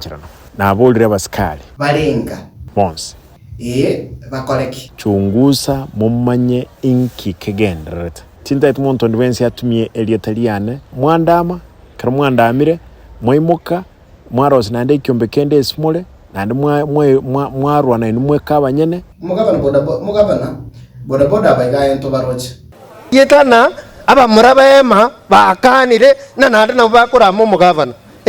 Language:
Gusii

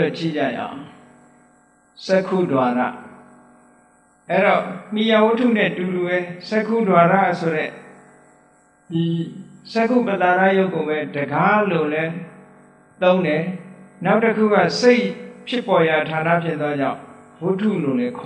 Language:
Burmese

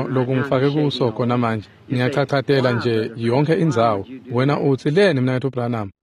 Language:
Swati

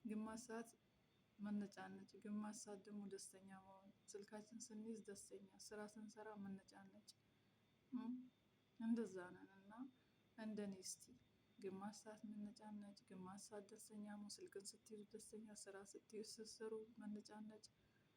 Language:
Amharic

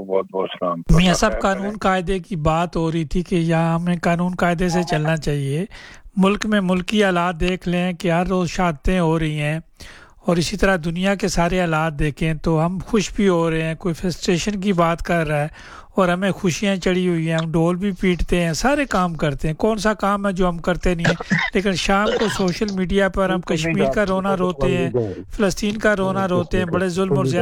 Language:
Urdu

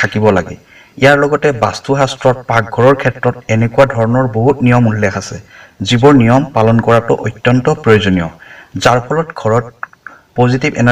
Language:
Assamese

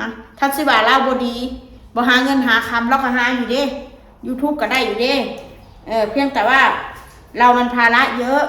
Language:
Northeastern Thai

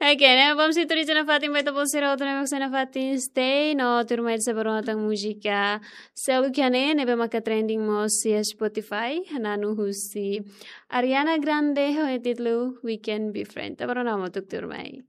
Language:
Tetum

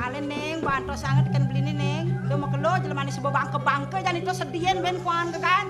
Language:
Balinese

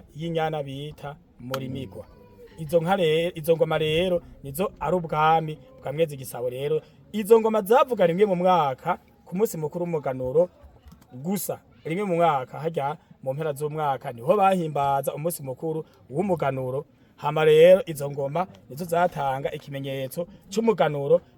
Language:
Rundi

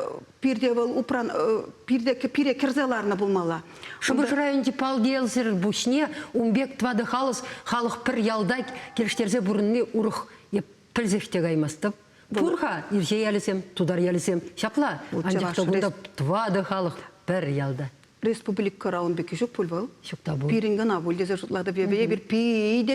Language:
Chuvash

